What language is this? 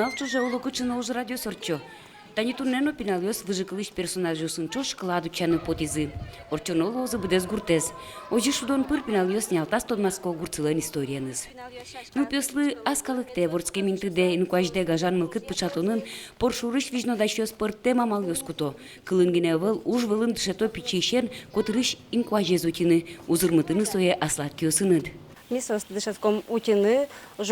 Udmurt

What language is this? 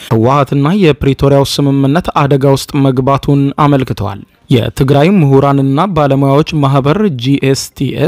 Amharic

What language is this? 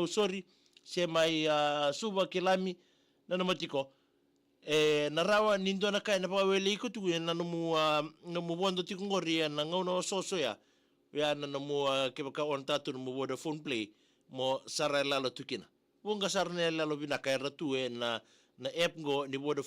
Fijian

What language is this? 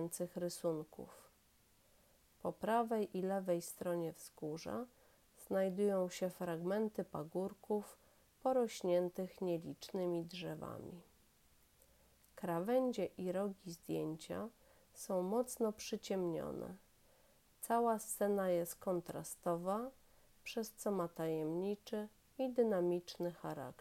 Polish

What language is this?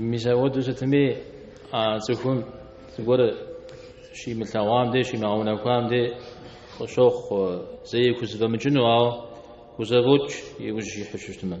Kabardian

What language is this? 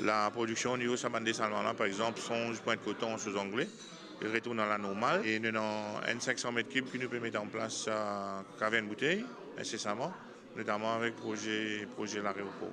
Morisyen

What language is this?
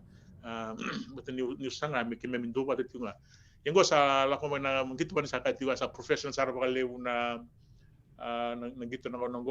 Fijian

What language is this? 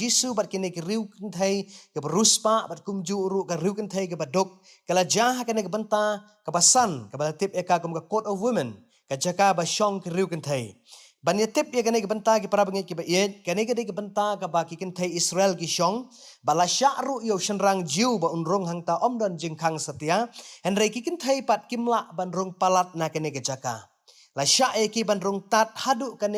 Khasi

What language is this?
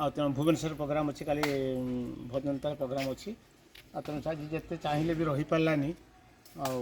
Odia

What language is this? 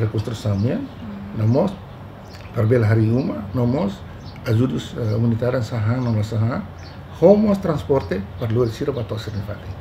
Tetum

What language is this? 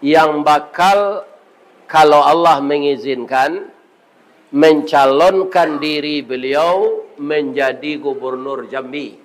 Minangkabau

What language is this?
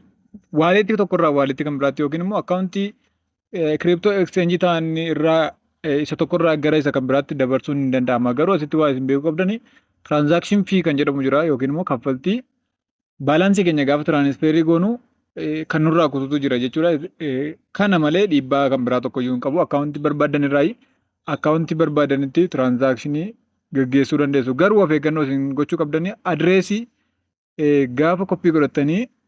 Oromo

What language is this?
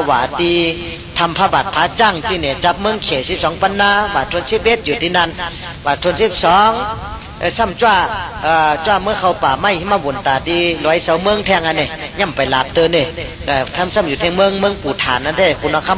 Shan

